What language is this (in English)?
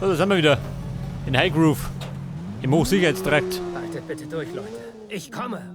Bavarian